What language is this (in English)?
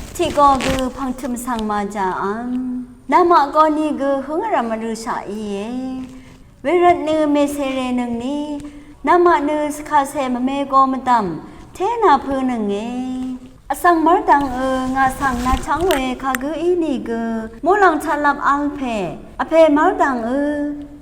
Rawang